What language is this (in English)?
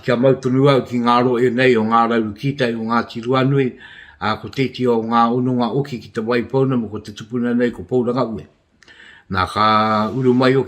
Māori